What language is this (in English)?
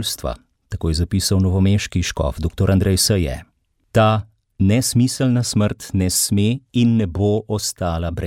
Slovenian